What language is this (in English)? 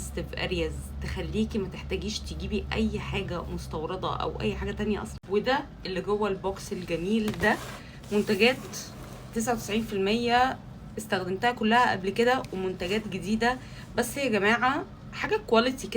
Egyptian Arabic